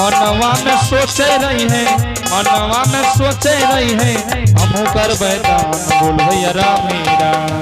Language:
Angika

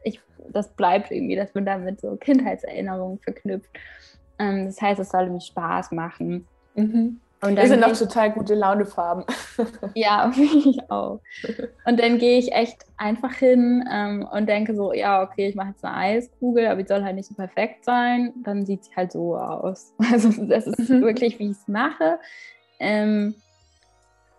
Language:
German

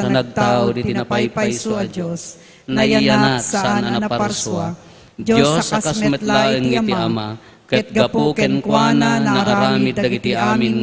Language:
Iloko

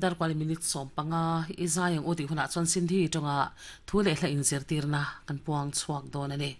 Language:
Mizo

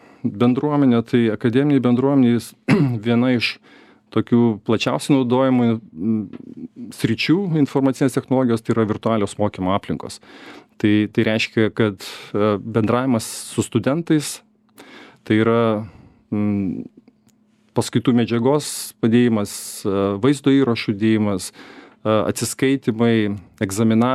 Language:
Lithuanian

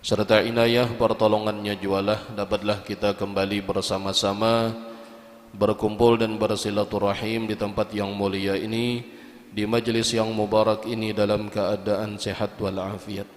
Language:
Banjar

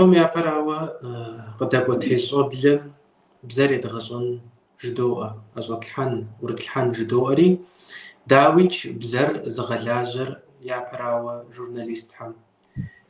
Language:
Kabardian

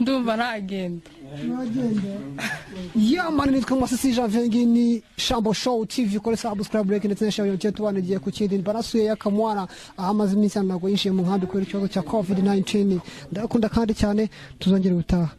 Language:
Kinyarwanda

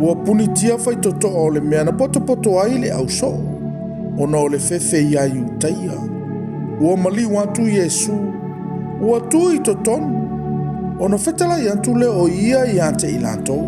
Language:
Samoan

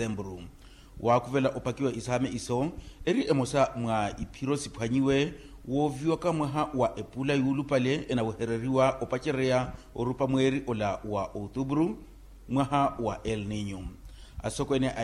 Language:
Makhuwa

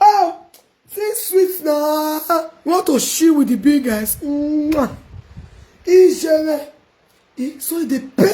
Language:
Nigerian Pidgin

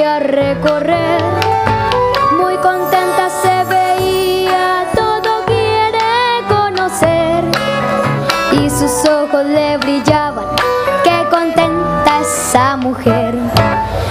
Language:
Spanish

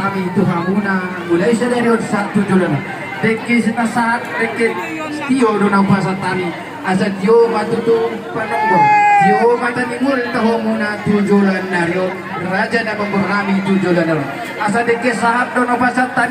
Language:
Batak Toba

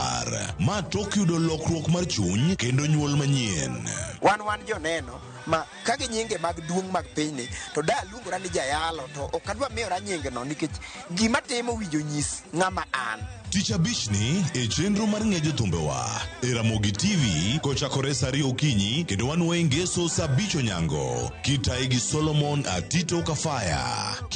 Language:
Luo (Kenya and Tanzania)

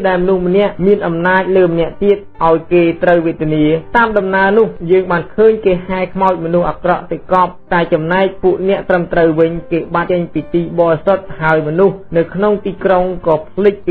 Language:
Khmer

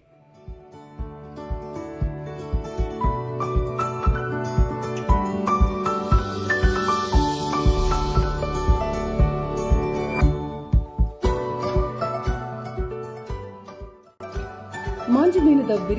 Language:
Tulu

